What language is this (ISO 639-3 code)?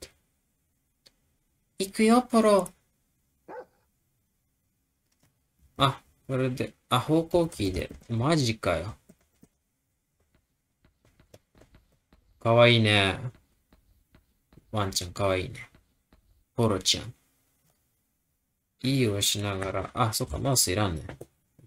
jpn